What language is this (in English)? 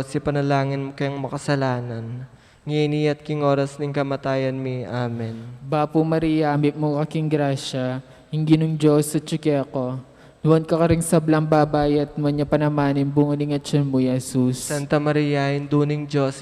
Pampanga